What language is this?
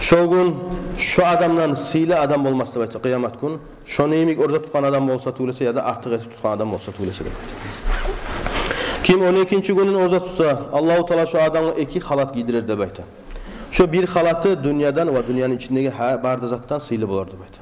Kumyk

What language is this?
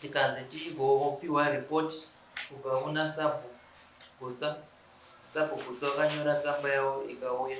Shona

